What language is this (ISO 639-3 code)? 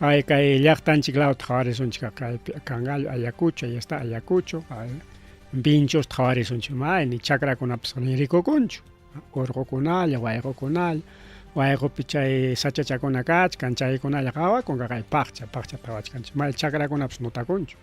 quy